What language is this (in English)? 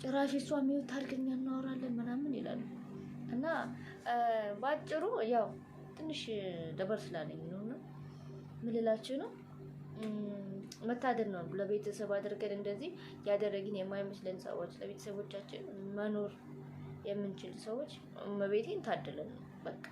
Amharic